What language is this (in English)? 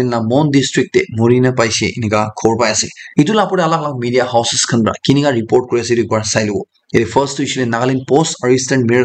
Naga Pidgin